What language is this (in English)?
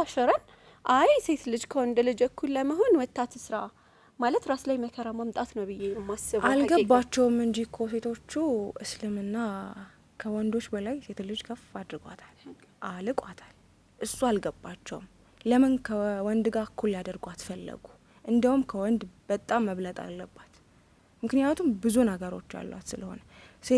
Amharic